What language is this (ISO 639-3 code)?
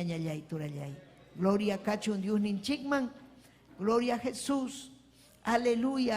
quy